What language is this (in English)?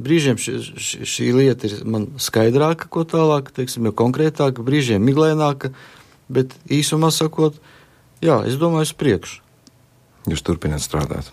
Latvian